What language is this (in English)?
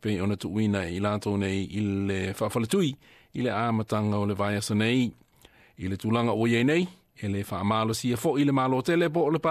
Samoan